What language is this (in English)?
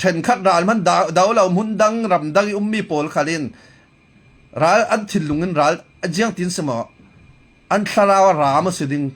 Falam Chin